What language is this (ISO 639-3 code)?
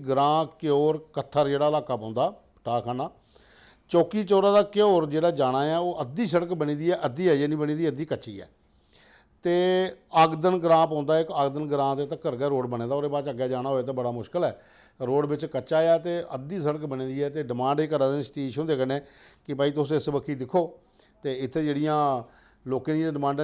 doi